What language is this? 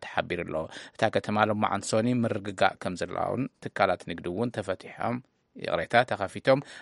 Tigrinya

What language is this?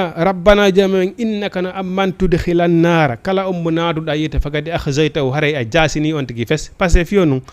Fula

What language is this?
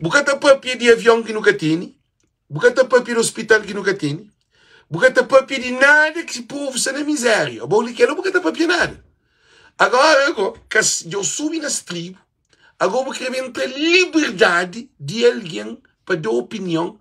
Kabuverdianu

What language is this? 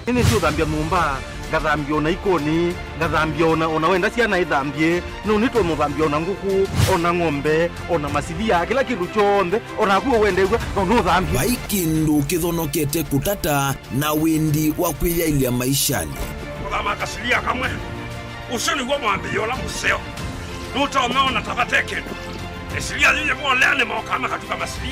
Kamba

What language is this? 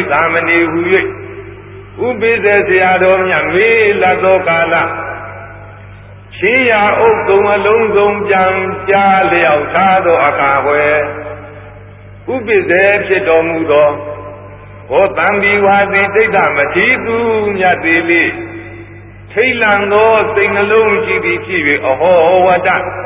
Burmese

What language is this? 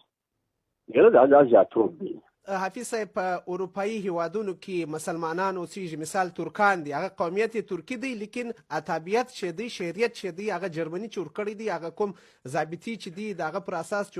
Pashto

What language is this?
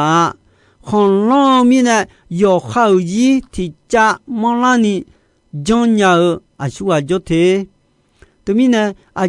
Akha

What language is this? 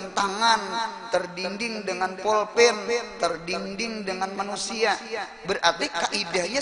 Banjar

